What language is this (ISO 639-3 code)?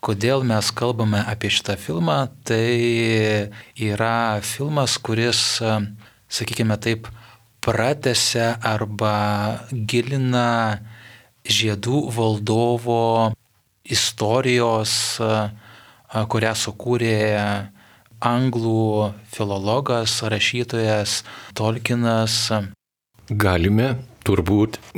lit